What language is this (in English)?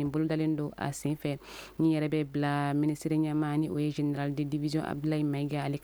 Bambara